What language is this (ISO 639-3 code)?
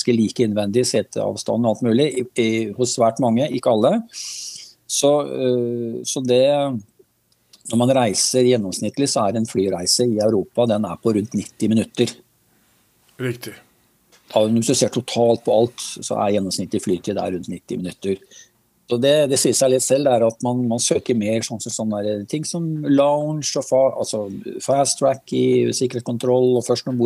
nor